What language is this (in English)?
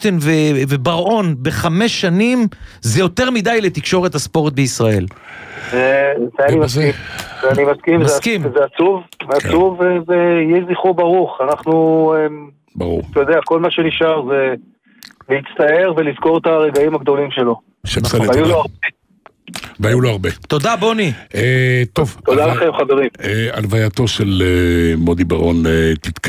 Hebrew